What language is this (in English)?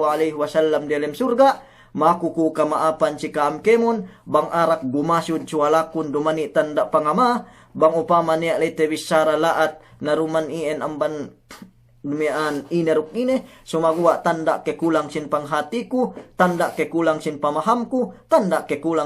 Yakan